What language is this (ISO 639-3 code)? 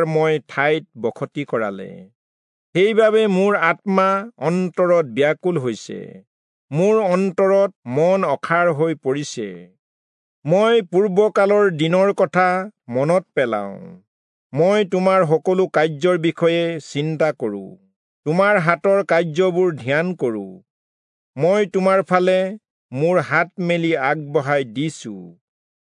asm